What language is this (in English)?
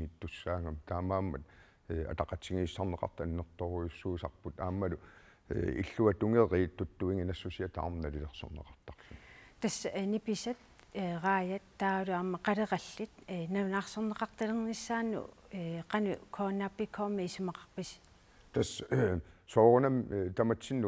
Kalaallisut